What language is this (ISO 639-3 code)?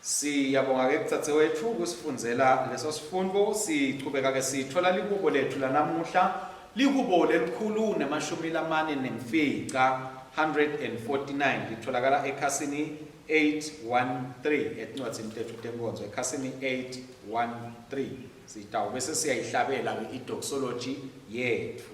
ssw